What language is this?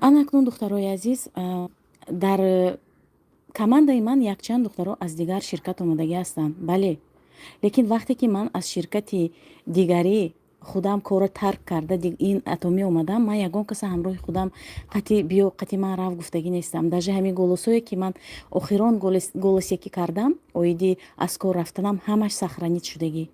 Tajik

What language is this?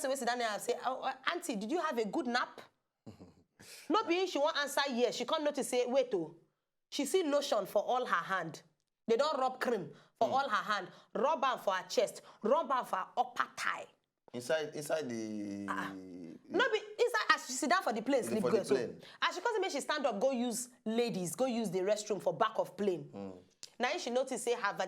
Nigerian Pidgin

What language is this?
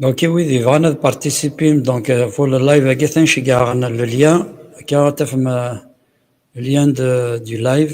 Kabyle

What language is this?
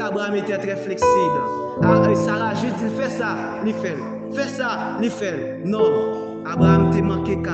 Haitian Creole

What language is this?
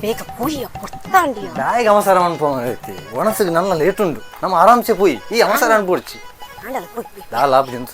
Tulu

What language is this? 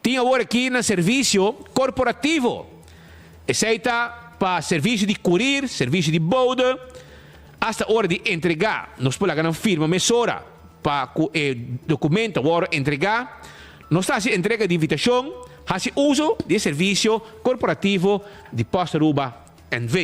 Papiamento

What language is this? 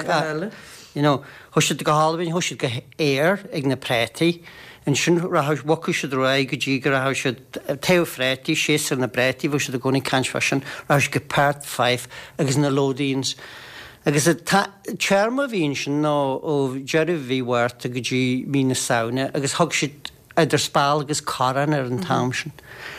Irish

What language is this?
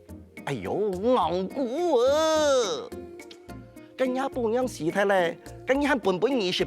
Hakka Chinese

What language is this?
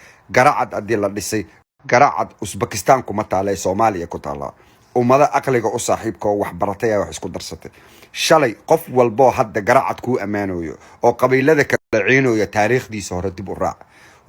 Somali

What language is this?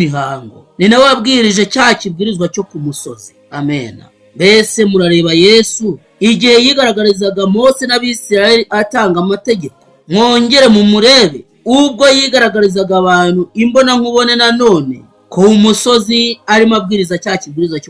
Kinyarwanda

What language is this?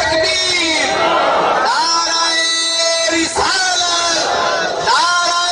Saraiki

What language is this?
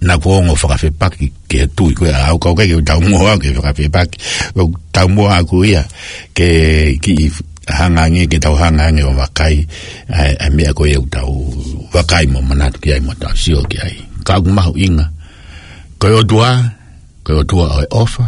Tongan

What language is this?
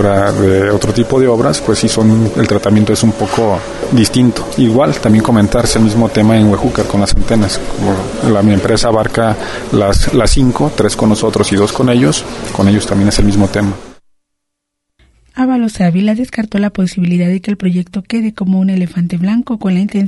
Spanish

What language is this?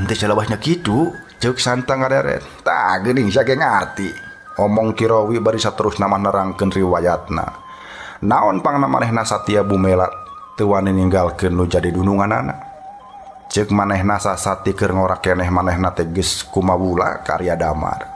Sundanese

